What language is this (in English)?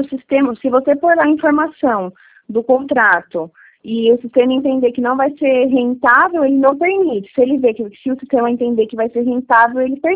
Portuguese